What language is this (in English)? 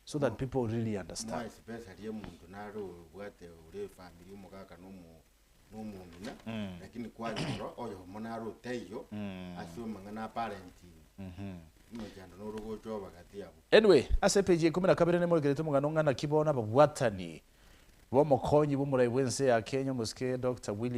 Gusii